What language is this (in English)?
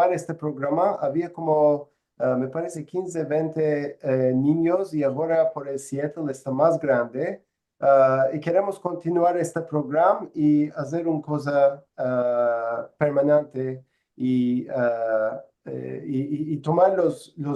Ladino